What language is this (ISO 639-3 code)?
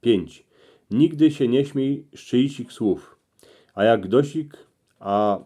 szl